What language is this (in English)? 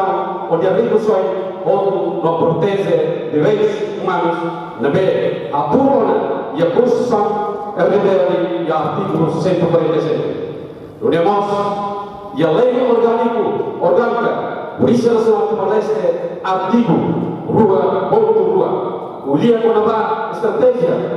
Tetum